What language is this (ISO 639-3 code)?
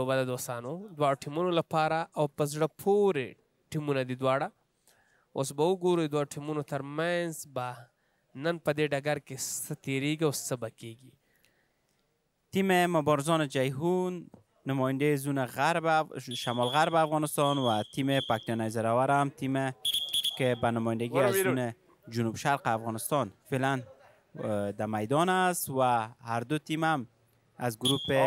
fas